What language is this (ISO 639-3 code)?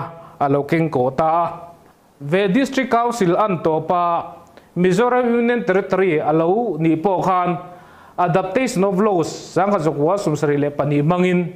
lus